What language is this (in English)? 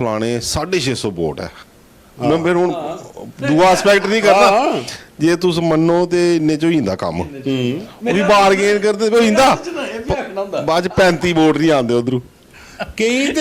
Dogri